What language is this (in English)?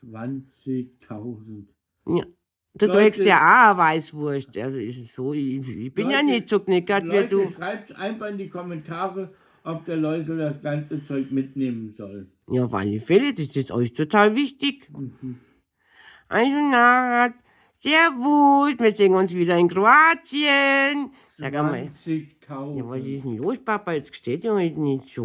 Bavarian